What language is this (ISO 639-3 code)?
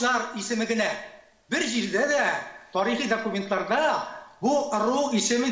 tat